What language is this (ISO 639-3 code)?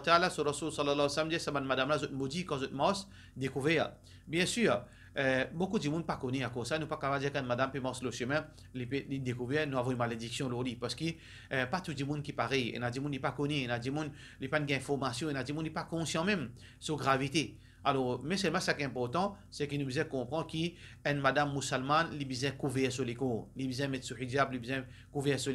mfe